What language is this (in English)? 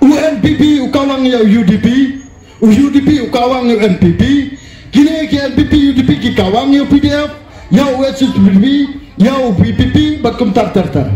Khasi